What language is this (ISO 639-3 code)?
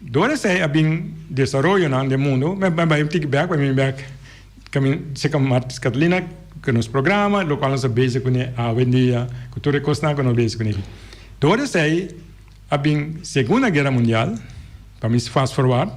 pap